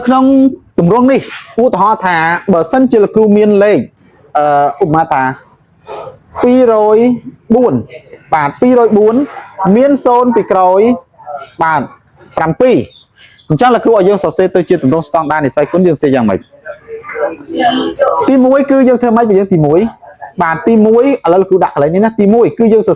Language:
Khmer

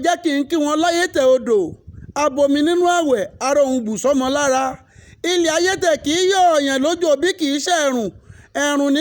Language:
Yoruba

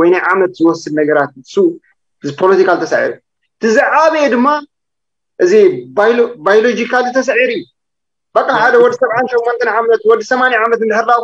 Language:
Tigrinya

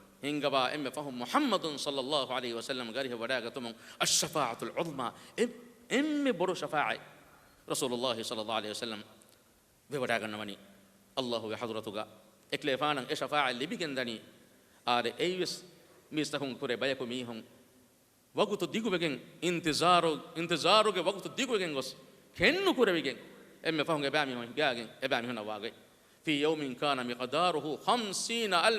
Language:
Divehi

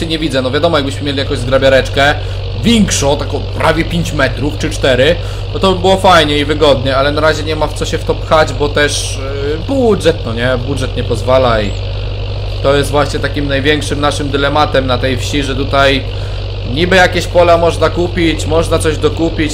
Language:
Polish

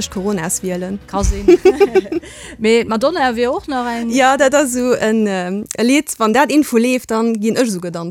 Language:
Luxembourgish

